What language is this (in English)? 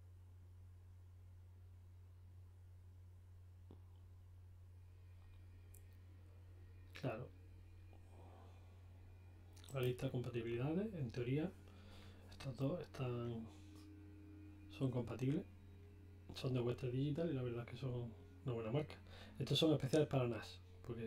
Spanish